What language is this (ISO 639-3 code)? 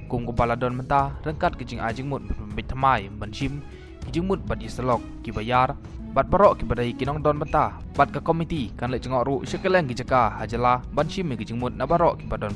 kha